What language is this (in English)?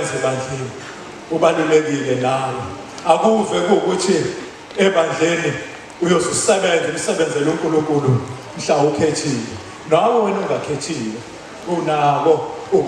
Zulu